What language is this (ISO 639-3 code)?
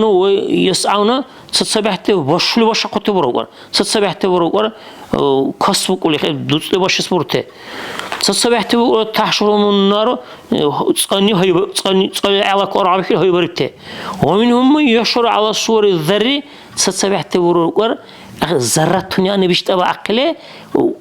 dar